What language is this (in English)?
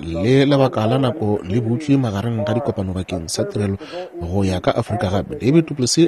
Northern Sotho